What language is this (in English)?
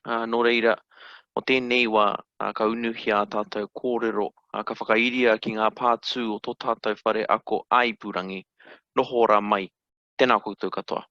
Māori